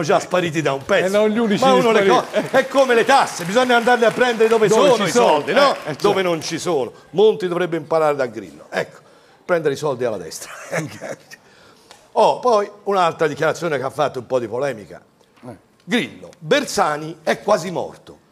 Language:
Italian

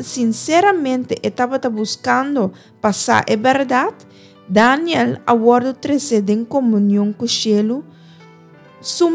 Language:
Papiamento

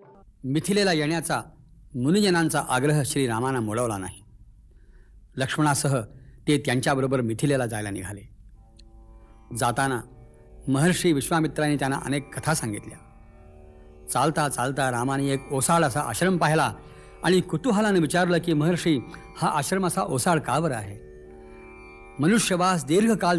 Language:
Marathi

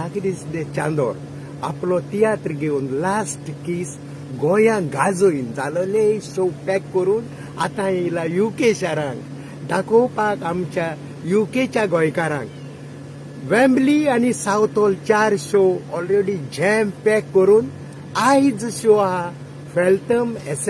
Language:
Konkani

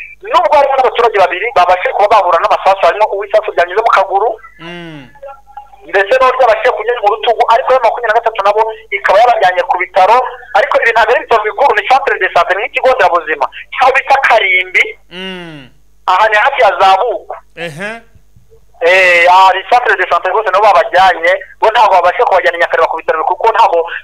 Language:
Kinyarwanda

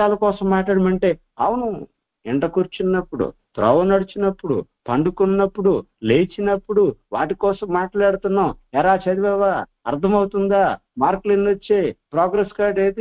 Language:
Telugu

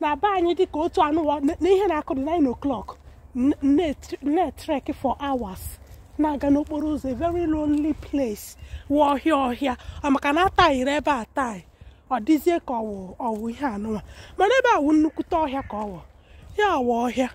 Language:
Igbo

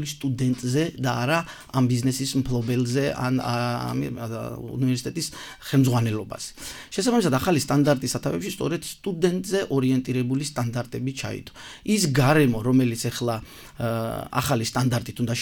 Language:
Georgian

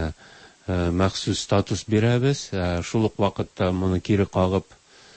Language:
Tatar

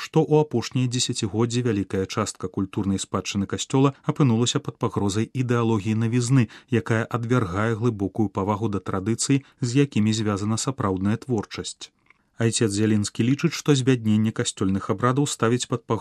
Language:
Belarusian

